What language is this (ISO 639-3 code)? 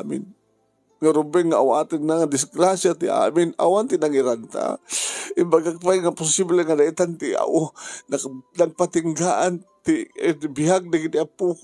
ilo